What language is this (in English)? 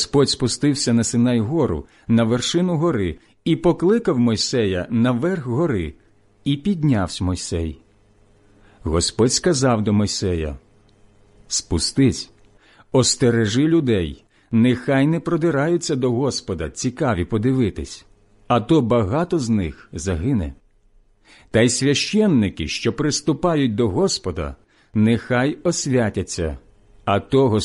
Ukrainian